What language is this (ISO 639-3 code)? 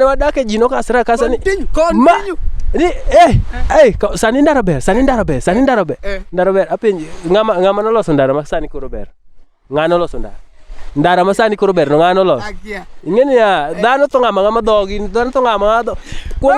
luo